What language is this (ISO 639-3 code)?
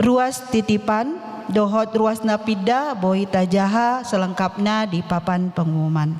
bbc